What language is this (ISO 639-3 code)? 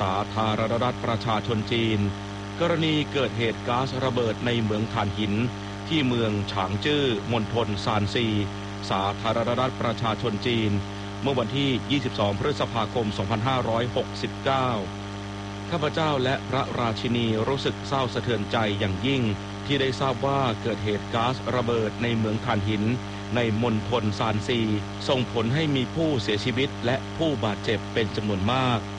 tha